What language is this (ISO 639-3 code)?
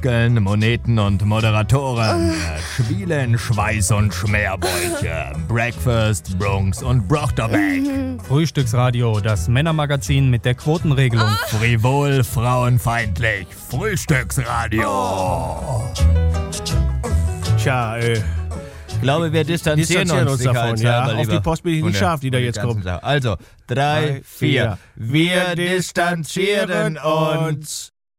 deu